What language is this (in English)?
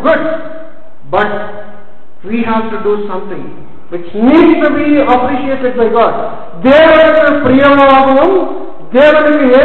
Tamil